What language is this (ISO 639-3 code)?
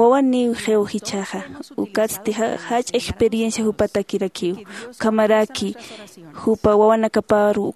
aym